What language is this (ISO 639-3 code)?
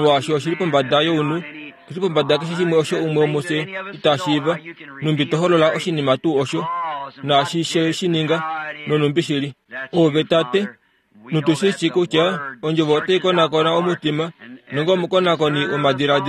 kua